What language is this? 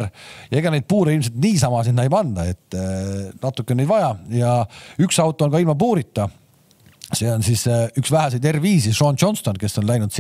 Estonian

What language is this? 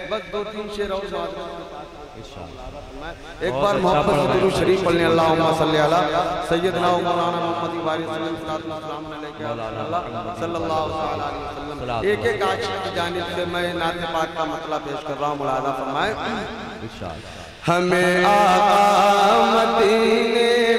Urdu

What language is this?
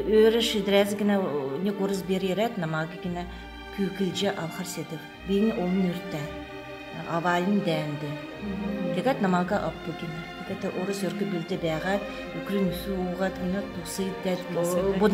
Kalmyk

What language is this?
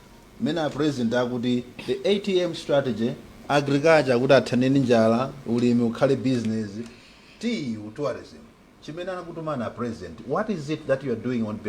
Nyanja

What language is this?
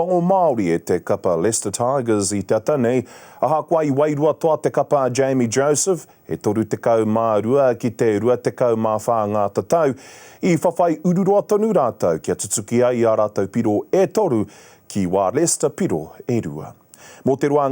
Māori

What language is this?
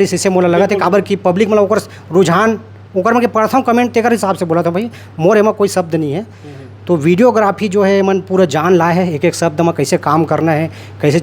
Chhattisgarhi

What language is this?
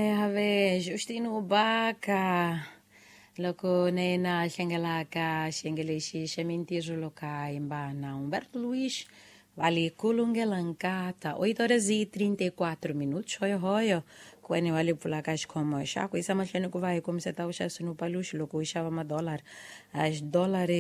Tsonga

